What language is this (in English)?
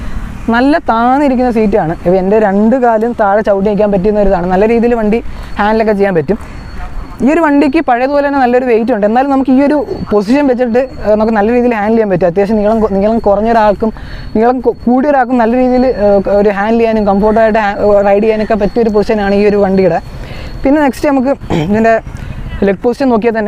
Malayalam